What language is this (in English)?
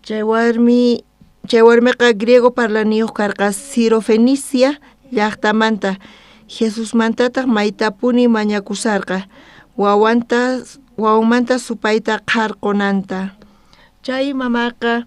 South Bolivian Quechua